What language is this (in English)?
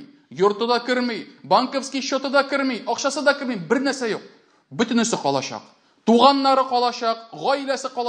Tatar